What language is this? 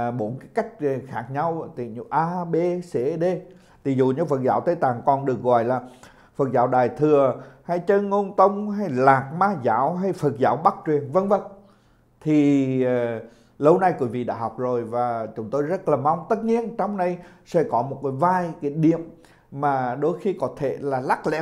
Vietnamese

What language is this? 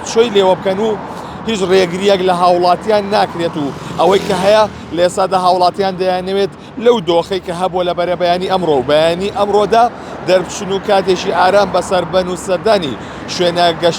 Central Kurdish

